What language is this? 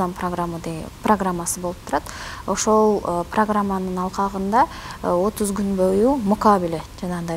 Kyrgyz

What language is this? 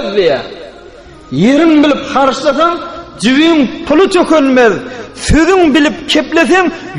Turkmen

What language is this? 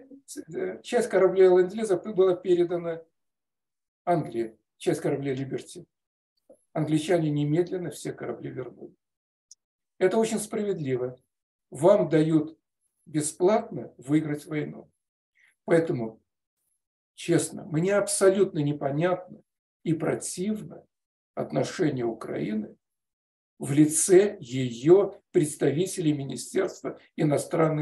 Russian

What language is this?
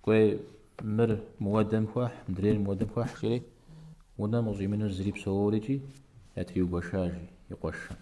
Kabardian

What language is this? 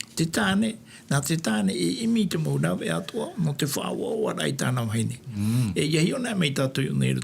Tahitian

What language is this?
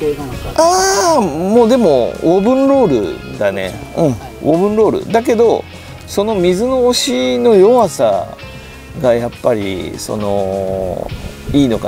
Japanese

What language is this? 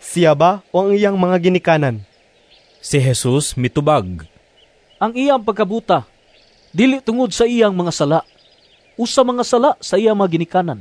Cebuano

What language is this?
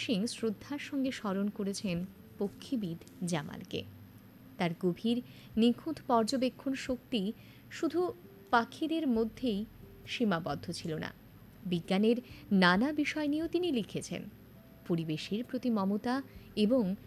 Bangla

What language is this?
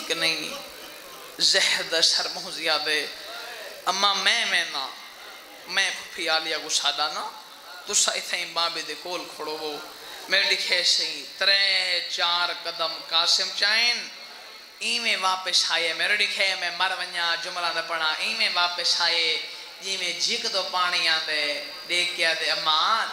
Saraiki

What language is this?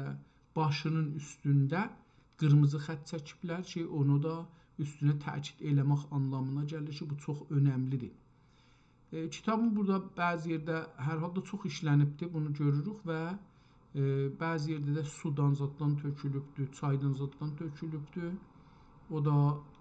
South Azerbaijani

